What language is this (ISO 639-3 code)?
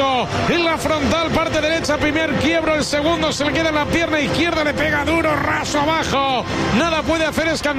spa